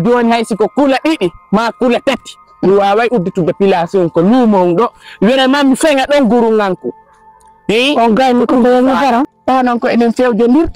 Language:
Fula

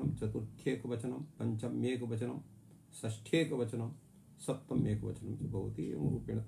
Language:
Sanskrit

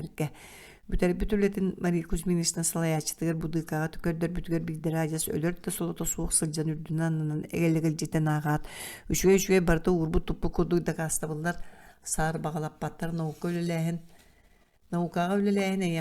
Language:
Yakut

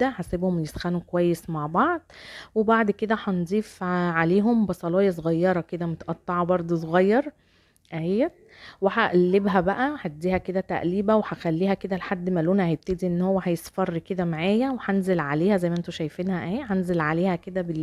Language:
Egyptian Arabic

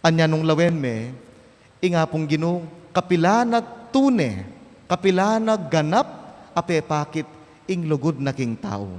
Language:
Pampanga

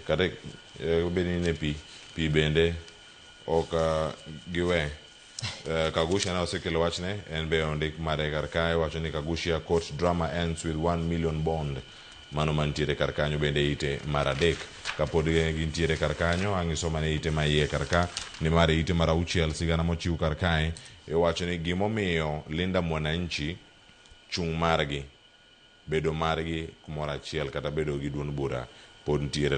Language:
Luo (Kenya and Tanzania)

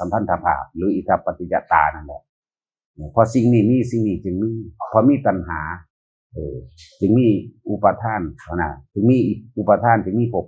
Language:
Northeastern Thai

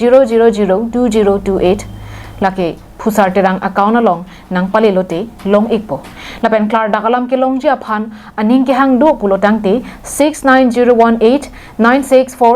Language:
Karbi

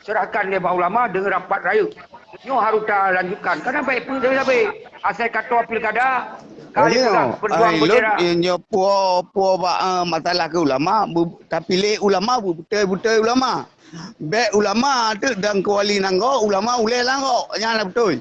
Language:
Achinese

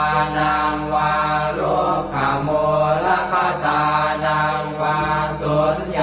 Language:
Pali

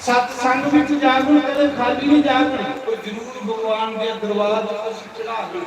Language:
Dogri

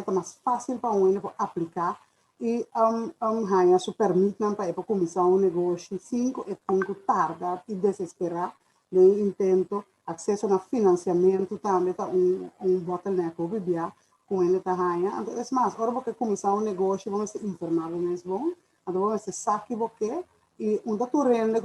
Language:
Papiamento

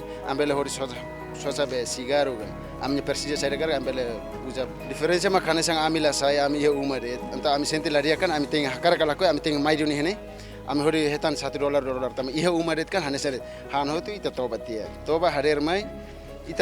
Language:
Tetum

